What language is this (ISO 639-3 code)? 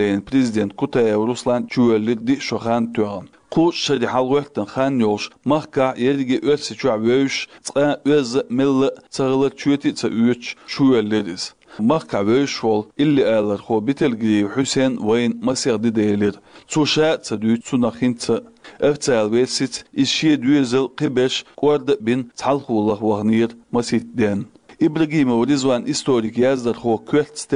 che